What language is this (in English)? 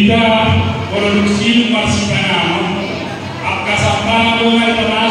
Batak Toba